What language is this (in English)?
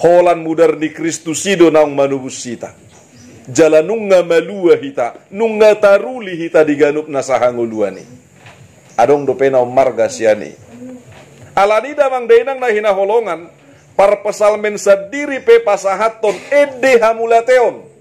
Batak Toba